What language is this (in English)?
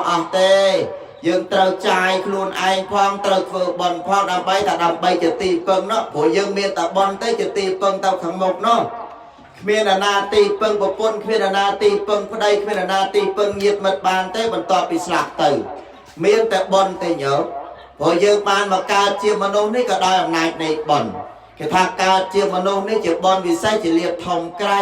Khmer